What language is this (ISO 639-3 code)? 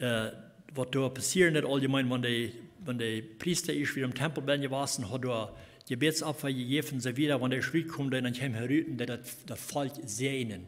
pdt